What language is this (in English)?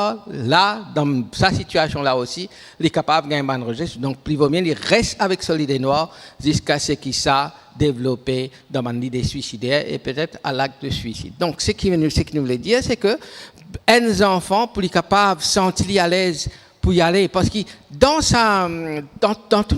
Morisyen